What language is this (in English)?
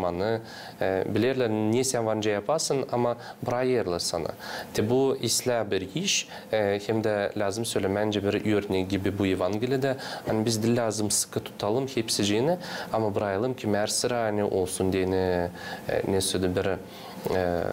Gagauz